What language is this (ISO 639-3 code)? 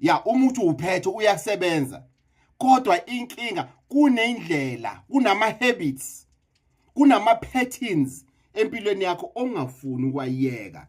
zul